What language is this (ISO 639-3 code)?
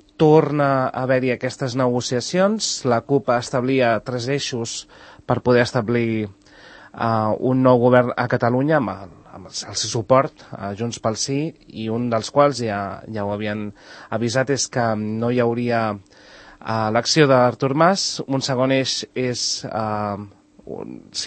cat